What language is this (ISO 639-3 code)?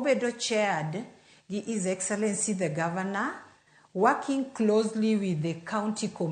luo